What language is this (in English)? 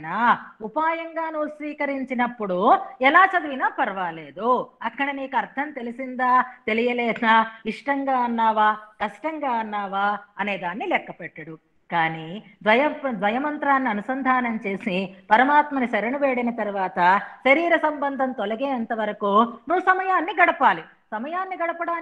Telugu